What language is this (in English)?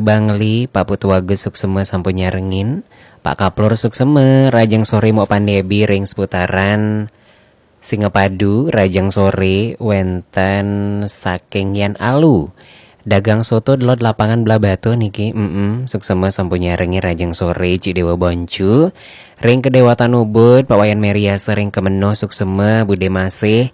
Balinese